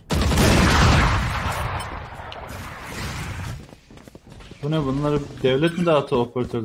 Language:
Turkish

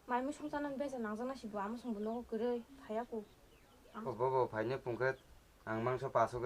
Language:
Kok Borok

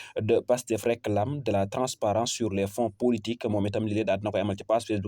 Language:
Wolof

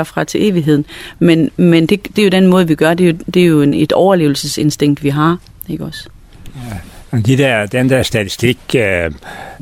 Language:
Danish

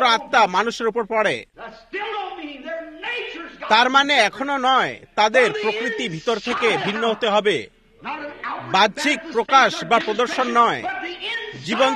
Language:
Bangla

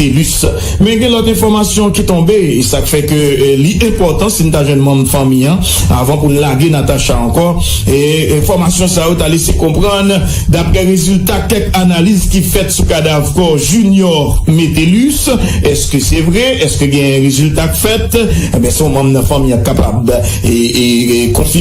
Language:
Haitian Creole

